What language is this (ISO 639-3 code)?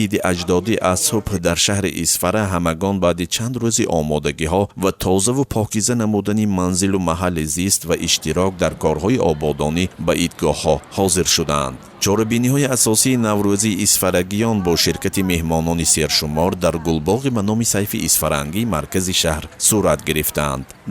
tgk